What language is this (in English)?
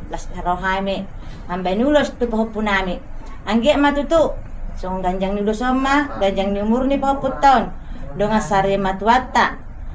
Batak Toba